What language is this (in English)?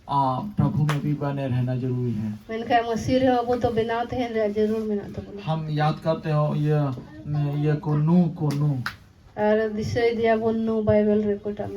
Santali